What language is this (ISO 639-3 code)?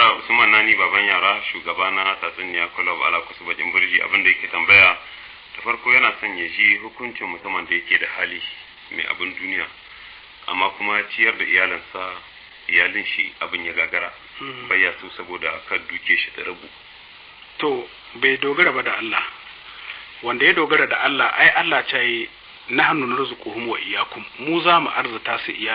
hau